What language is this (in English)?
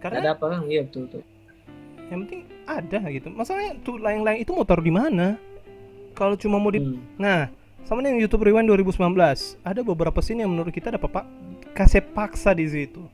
Manado Malay